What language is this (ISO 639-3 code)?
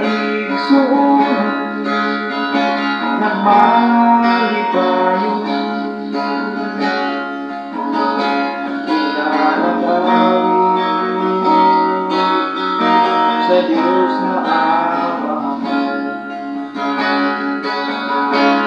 fil